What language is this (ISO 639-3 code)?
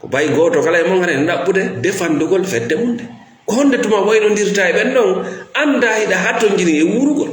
ful